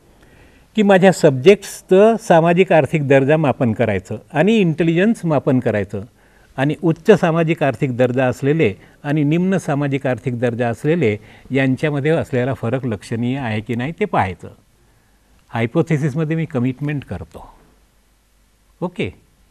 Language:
Marathi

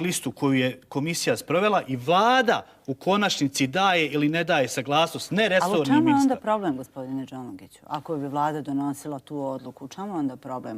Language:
Bosnian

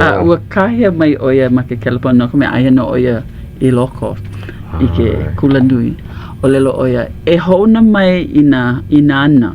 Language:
Hawaiian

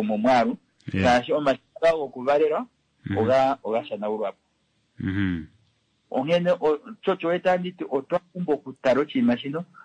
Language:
Kuanyama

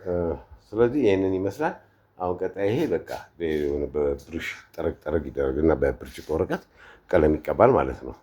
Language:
Amharic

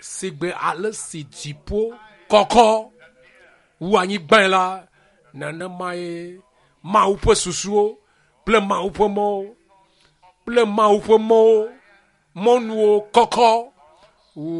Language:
Ewe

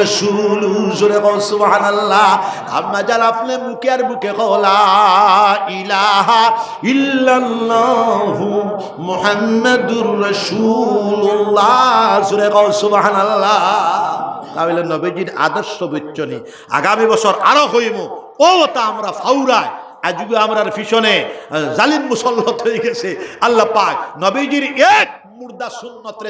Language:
Sylheti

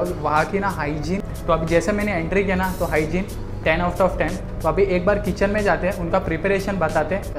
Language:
Hindi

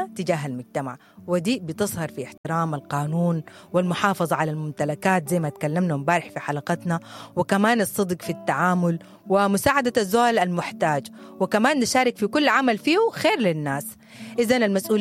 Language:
Sudanese Arabic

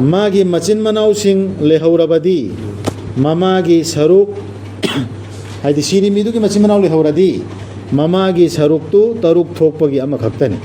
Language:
Manipuri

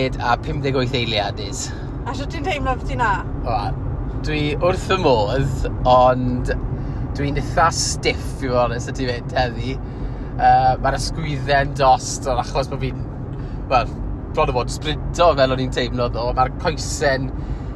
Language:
Welsh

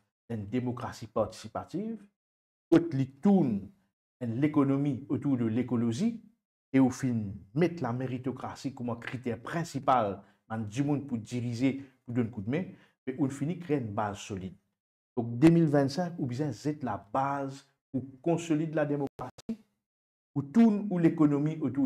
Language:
Morisyen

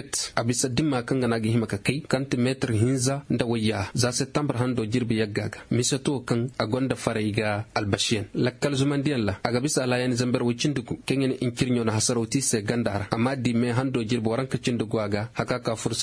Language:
Koyraboro Senni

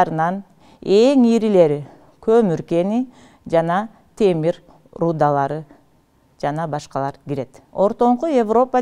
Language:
Kyrgyz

